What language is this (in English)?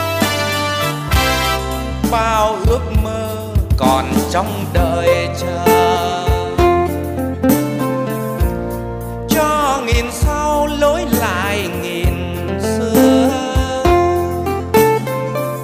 Vietnamese